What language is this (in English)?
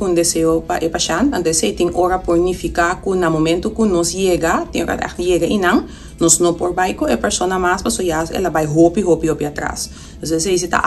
Papiamento